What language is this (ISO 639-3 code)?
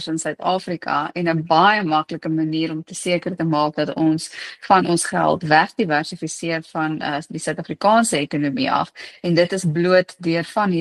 afr